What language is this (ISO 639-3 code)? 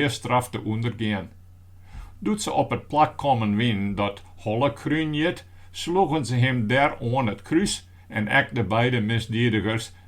fry